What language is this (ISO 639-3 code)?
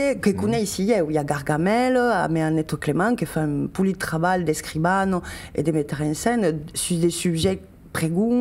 oci